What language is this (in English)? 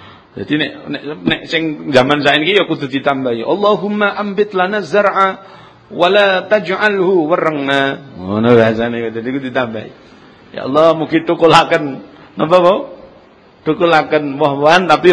Javanese